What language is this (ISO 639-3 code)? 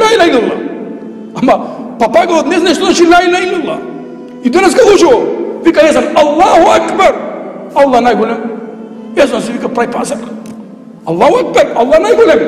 mkd